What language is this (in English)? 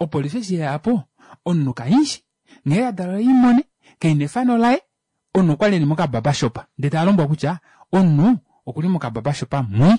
Kuanyama